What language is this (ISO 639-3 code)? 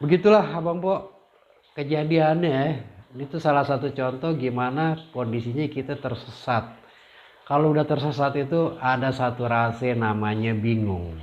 bew